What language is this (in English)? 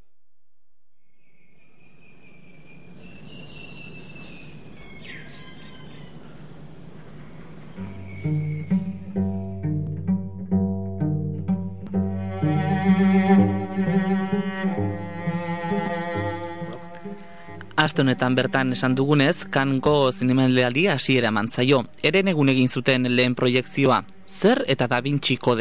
Basque